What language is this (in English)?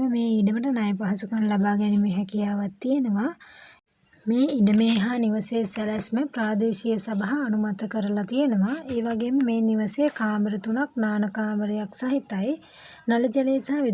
Sinhala